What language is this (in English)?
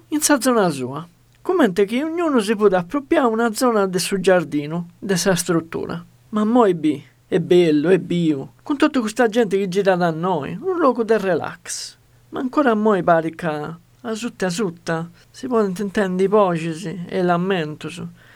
Sardinian